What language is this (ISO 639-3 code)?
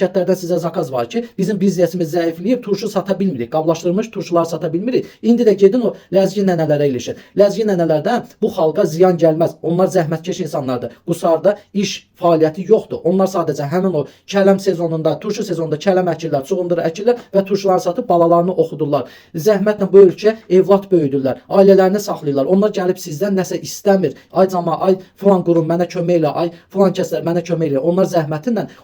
aze